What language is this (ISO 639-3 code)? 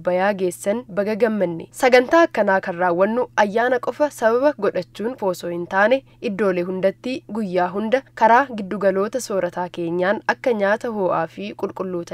orm